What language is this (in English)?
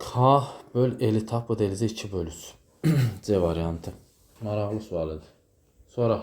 Azerbaijani